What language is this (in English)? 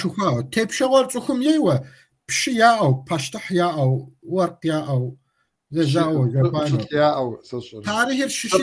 Kabardian